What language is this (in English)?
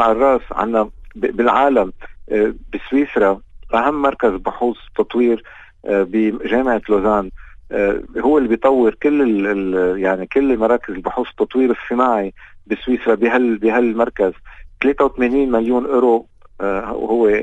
North Levantine Arabic